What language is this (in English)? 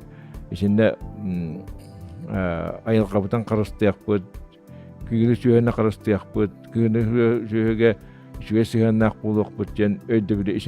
Yakut